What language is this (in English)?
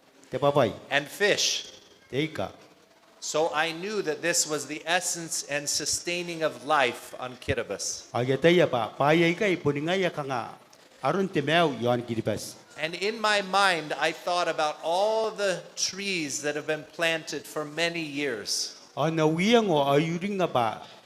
Gilbertese